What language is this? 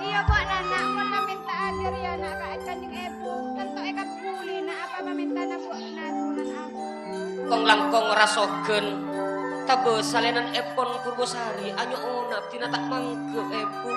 Madurese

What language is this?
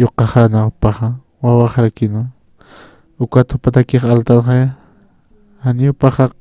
Aymara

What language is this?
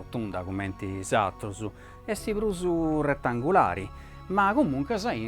Sardinian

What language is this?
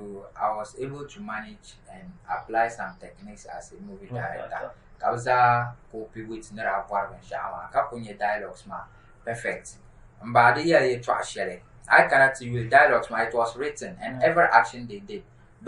Dagbani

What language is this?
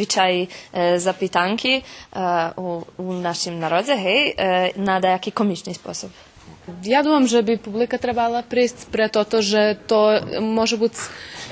Rusyn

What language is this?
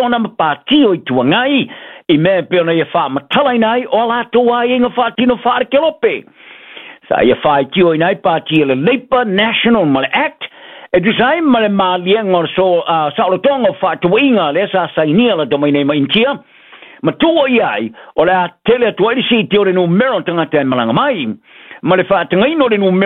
Samoan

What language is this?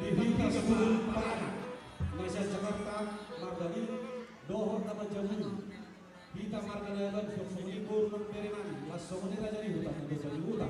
Batak Toba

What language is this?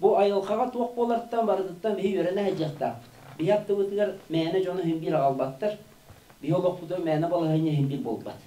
Yakut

